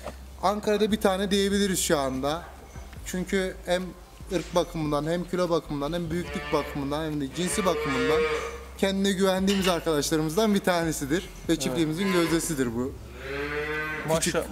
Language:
Turkish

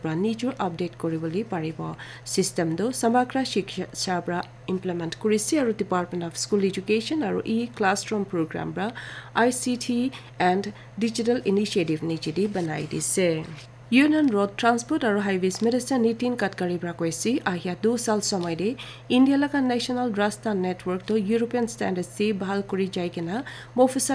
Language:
Naga Pidgin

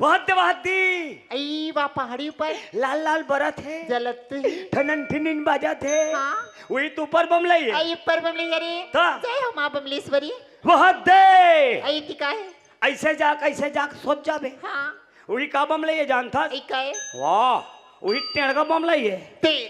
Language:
Chhattisgarhi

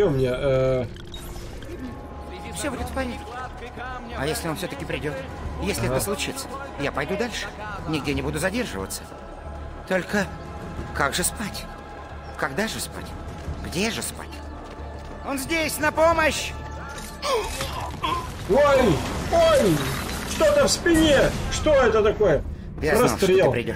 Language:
Russian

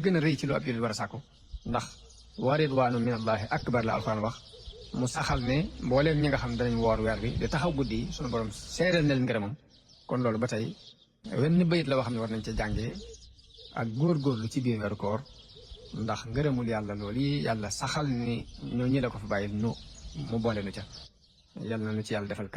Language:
Wolof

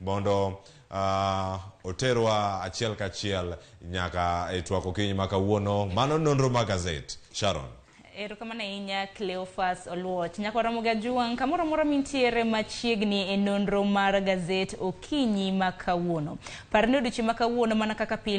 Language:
Luo (Kenya and Tanzania)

